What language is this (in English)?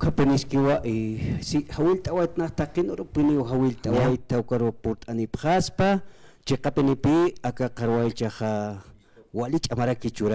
Aymara